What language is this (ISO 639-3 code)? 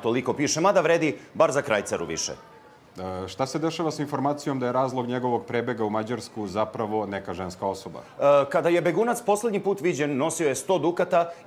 srp